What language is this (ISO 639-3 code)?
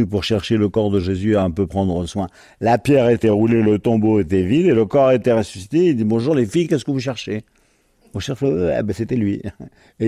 fra